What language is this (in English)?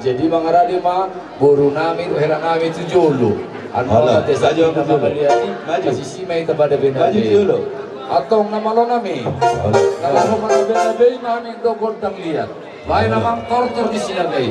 Batak Toba